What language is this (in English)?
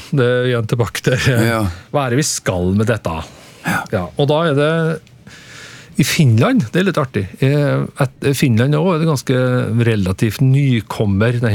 Norwegian